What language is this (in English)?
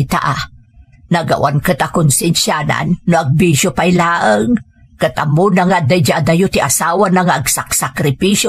Iloko